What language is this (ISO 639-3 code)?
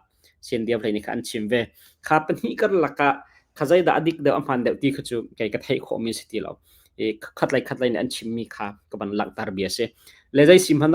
cnh